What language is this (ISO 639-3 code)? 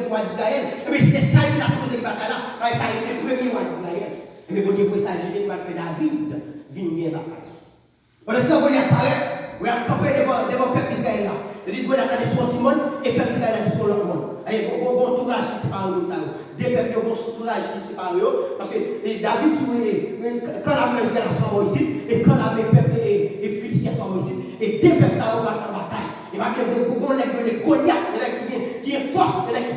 hat